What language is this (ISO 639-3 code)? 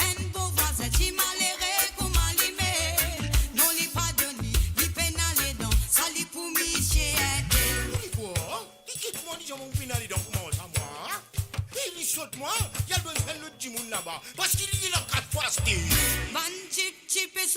mfe